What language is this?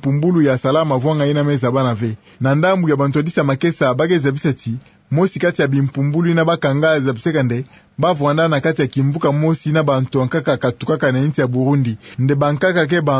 Kituba (Democratic Republic of Congo)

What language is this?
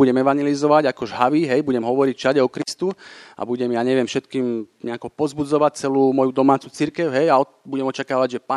Slovak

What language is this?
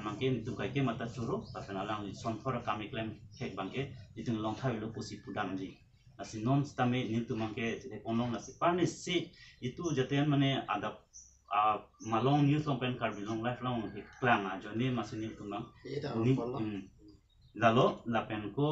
Karbi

